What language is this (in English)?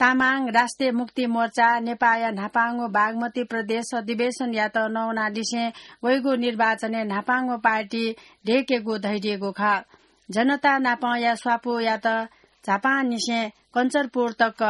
Newari